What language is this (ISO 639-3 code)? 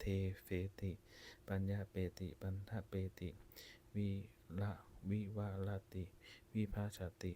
pli